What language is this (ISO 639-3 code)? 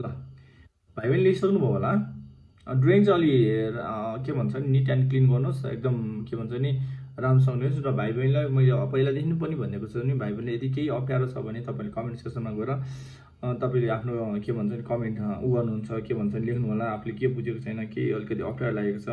nep